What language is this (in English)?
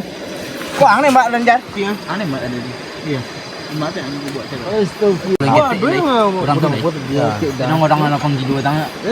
Minangkabau